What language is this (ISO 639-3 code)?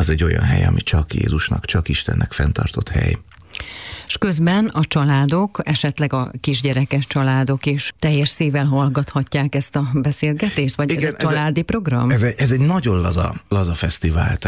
hun